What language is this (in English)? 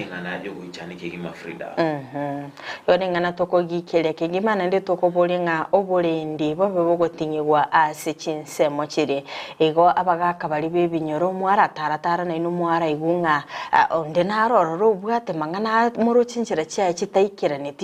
Gusii